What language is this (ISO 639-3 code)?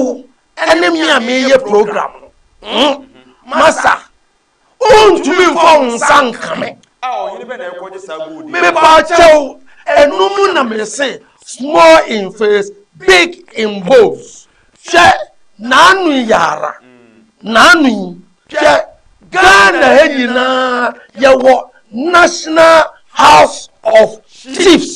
aka